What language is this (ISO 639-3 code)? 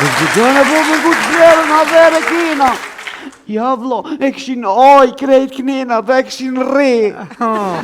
sqi